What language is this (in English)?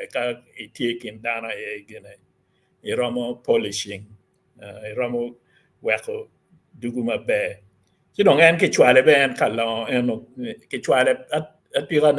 Acoli